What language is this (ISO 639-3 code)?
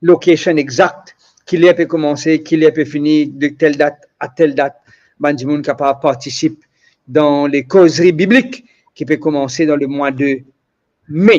mfe